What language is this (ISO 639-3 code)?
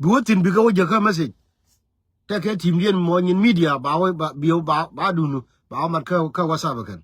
nus